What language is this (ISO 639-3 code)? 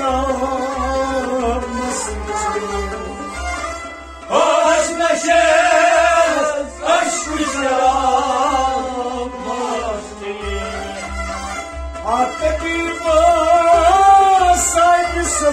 kas